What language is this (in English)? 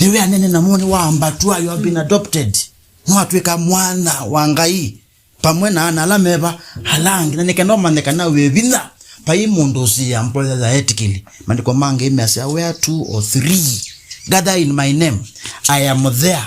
Kamba